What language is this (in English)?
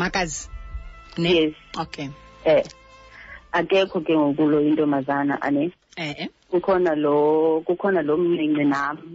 Xhosa